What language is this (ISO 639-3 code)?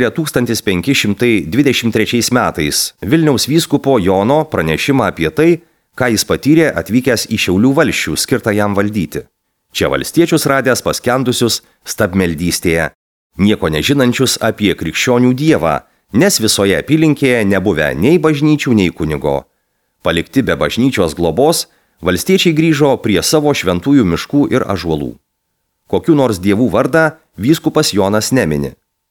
lit